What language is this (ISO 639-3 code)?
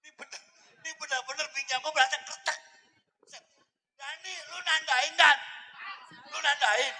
bew